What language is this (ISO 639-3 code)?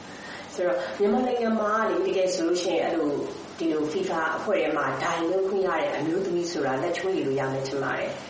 mya